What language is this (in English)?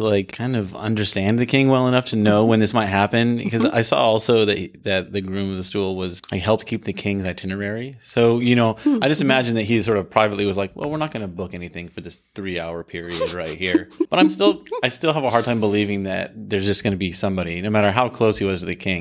English